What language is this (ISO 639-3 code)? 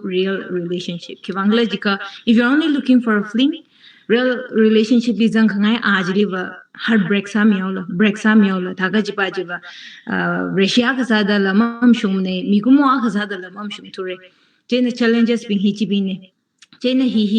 nmf